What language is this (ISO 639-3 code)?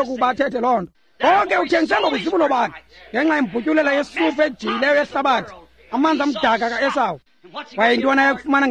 xho